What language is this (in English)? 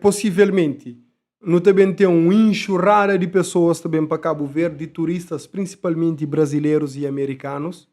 Kabuverdianu